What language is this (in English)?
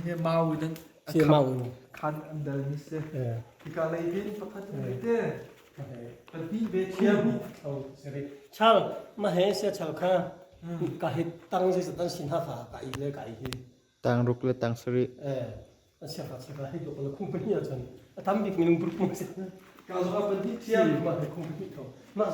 Hakha Chin